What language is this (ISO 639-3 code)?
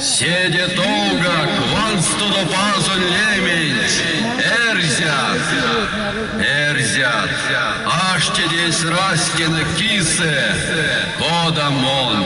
myv